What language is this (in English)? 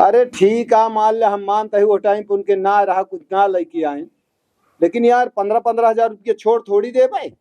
Awadhi